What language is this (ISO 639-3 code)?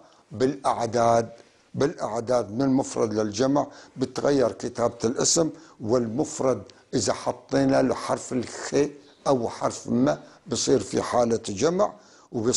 apc